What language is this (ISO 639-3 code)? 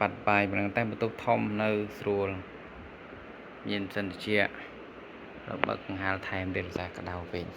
khm